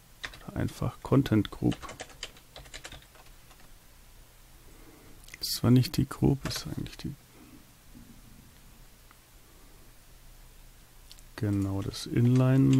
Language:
German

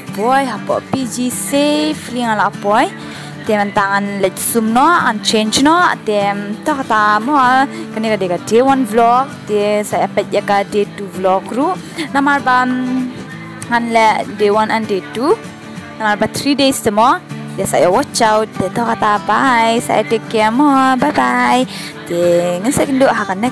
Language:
Khasi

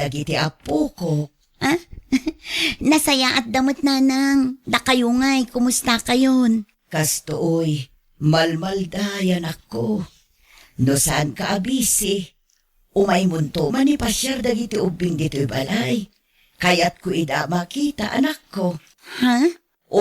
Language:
Iloko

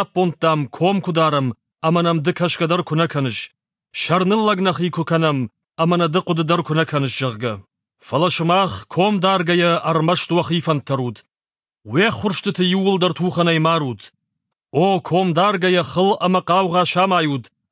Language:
Ossetic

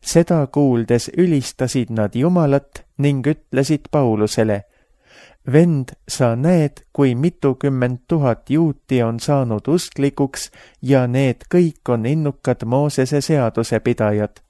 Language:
Estonian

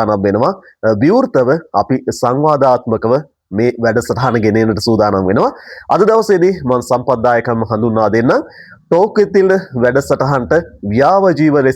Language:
Sinhala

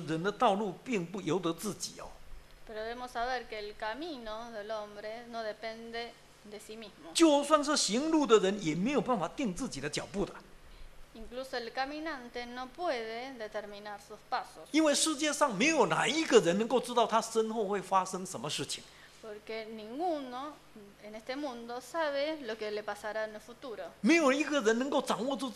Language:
Chinese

